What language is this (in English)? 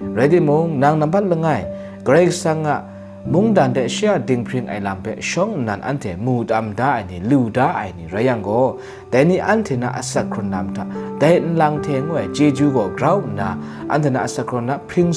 Kachin